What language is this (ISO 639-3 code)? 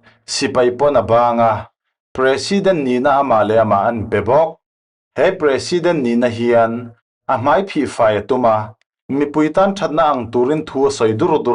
cfm